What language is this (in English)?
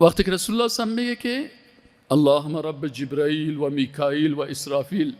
Persian